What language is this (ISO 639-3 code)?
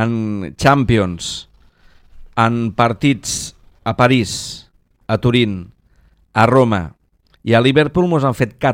cat